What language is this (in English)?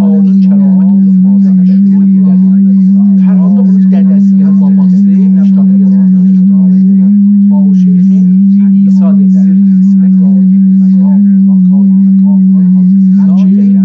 South Azerbaijani